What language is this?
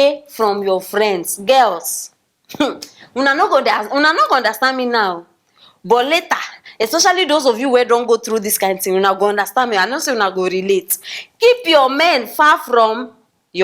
Nigerian Pidgin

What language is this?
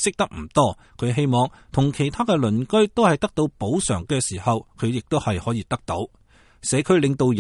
Cantonese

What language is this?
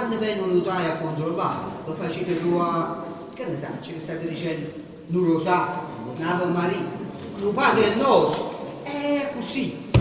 Neapolitan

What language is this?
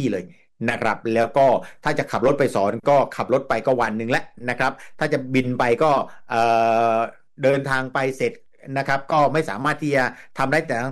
Thai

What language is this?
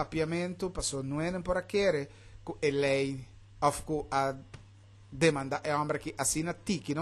Papiamento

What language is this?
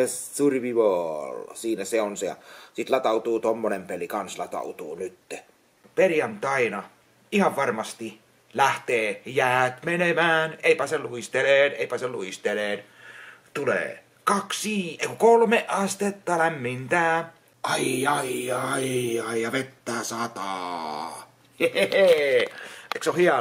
Finnish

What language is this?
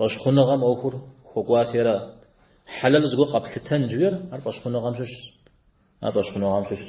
Kabardian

